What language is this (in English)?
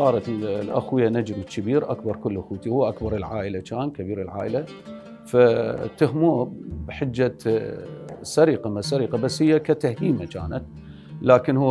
Mesopotamian Arabic